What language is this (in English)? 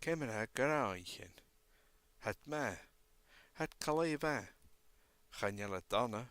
Scottish Gaelic